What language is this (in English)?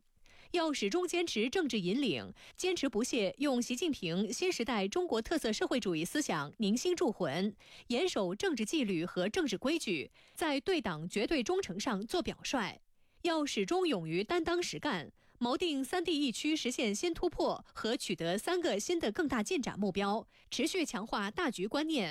Chinese